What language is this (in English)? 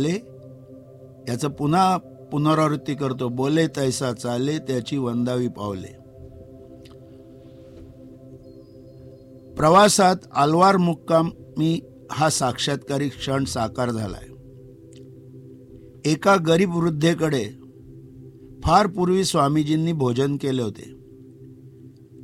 Marathi